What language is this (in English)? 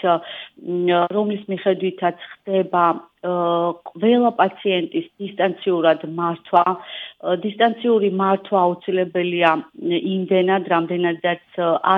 Georgian